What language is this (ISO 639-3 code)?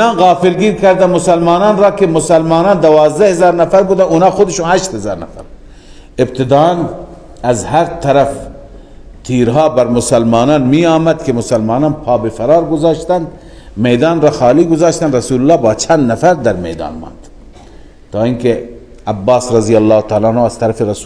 fas